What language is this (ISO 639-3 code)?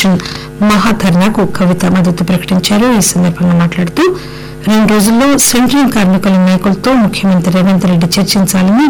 tel